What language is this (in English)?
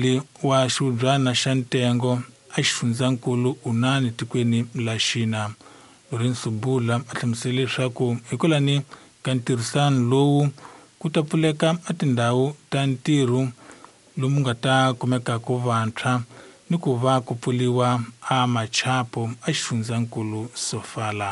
Tsonga